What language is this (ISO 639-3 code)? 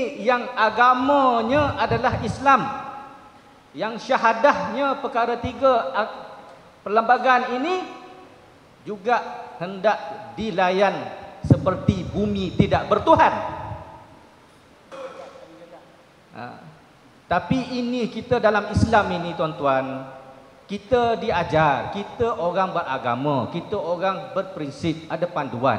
msa